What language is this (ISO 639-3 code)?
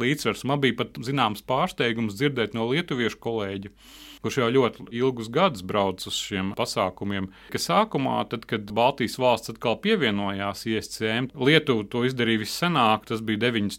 lav